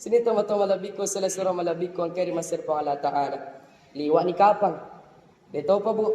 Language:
Buginese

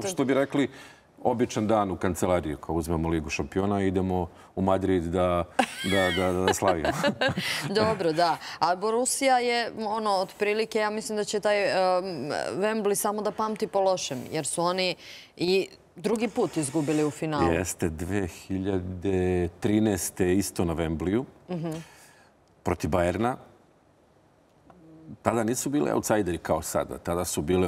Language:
Serbian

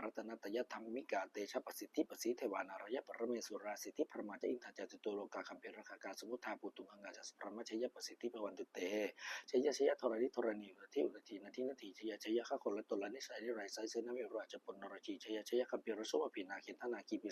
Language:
Pali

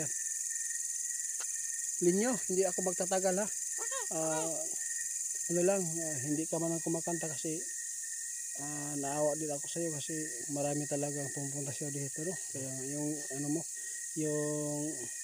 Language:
Filipino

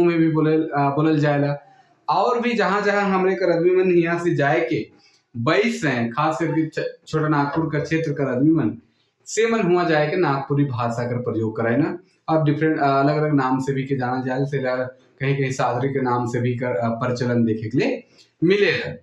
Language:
Sadri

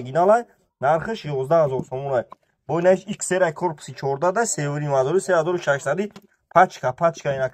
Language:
Tajik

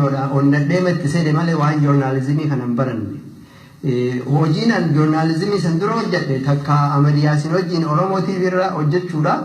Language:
Oromo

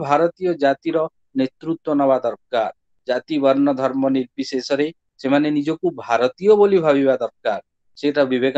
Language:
Odia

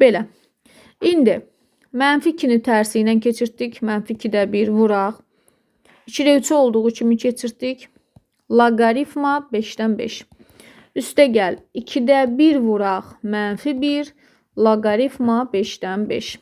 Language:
Azerbaijani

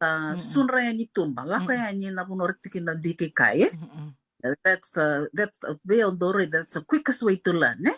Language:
Fijian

